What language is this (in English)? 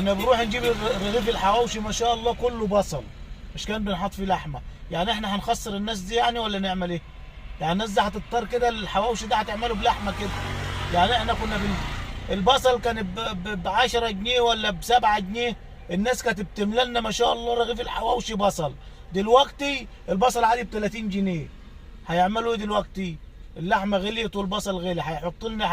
Egyptian Arabic